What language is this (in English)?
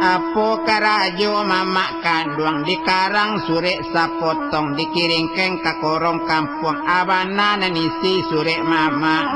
Minangkabau